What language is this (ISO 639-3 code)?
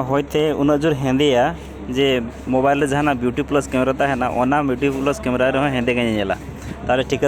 sat